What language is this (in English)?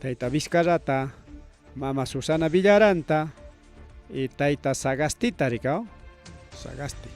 Ayacucho Quechua